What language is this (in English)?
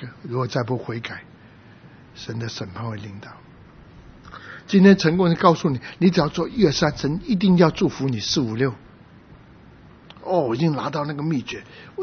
Chinese